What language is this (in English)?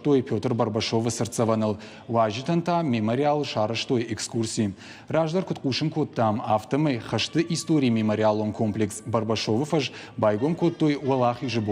Ossetic